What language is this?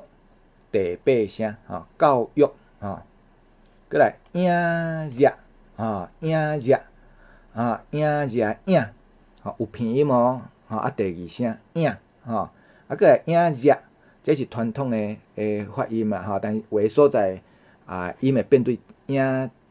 Min Nan Chinese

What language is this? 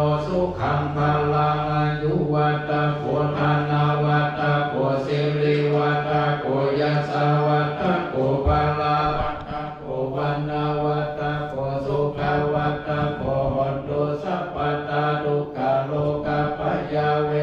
Pali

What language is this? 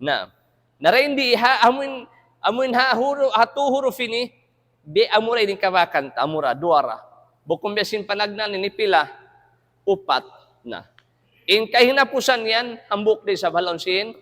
Tausug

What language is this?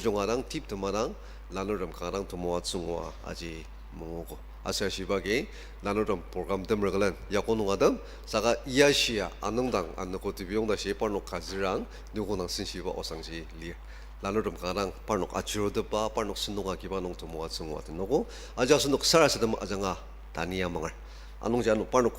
Ao Naga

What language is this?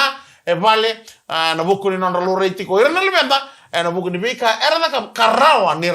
Fijian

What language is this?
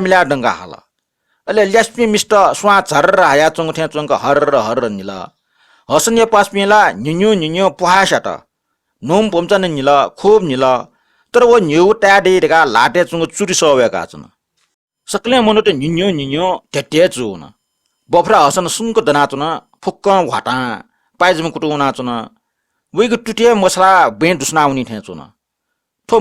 Newari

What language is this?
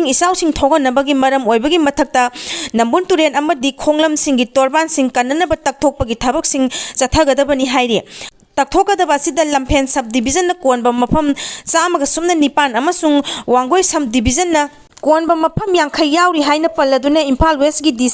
Manipuri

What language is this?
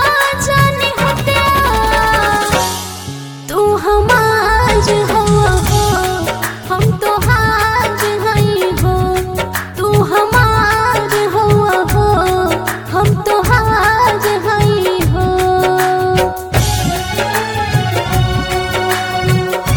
Bhojpuri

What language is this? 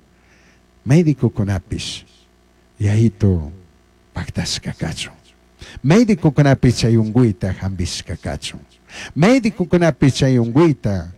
Chimborazo Highland Quichua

